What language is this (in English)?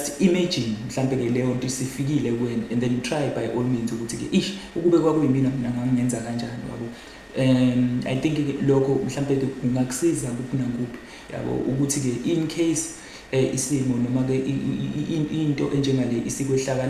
Zulu